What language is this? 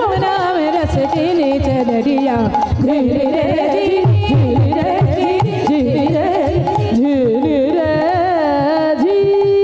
Bangla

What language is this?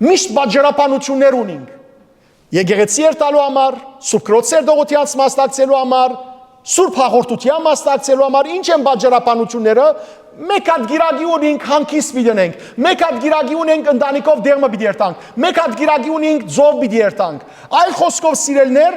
Western Armenian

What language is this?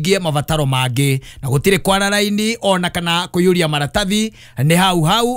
Kikuyu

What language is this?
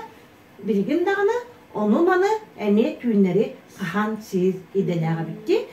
Yakut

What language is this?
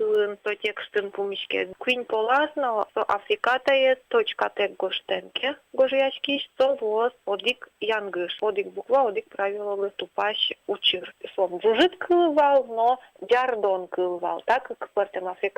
Udmurt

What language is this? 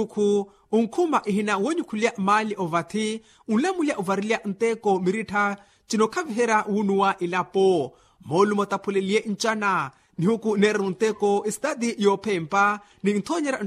Makhuwa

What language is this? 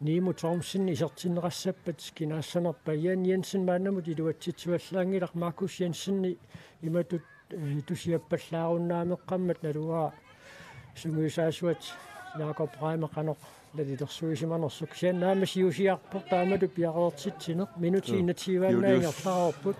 Kalaallisut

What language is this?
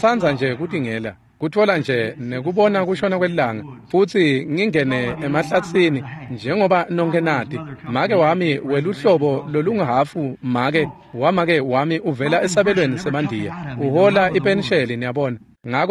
Swati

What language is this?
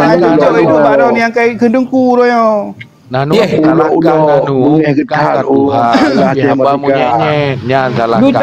Achinese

